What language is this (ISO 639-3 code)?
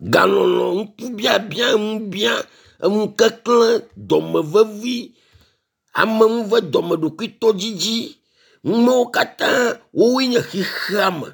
ewe